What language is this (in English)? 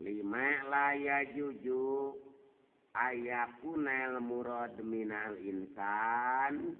Sundanese